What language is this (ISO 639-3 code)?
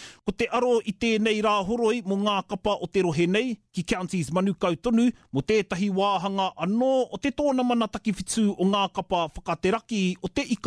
mri